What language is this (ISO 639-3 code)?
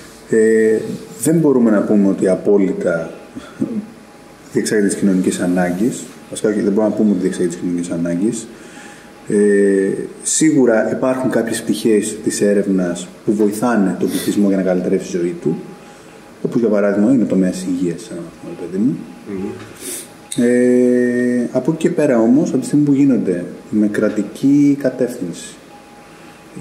ell